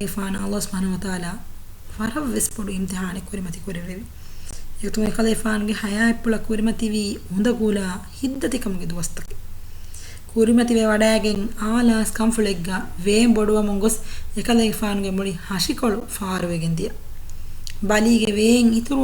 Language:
Divehi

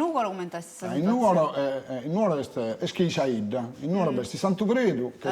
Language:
Sardinian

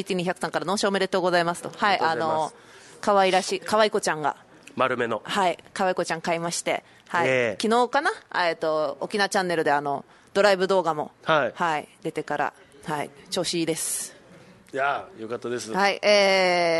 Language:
Japanese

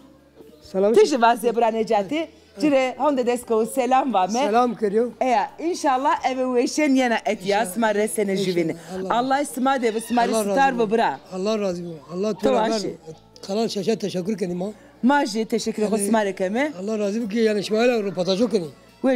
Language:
Zaza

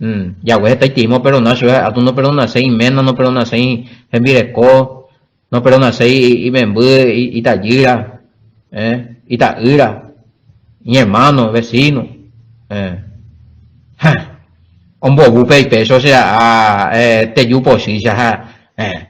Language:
Guarani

